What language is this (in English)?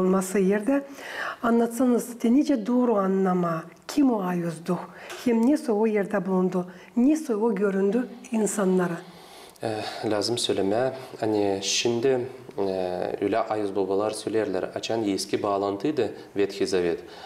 Gagauz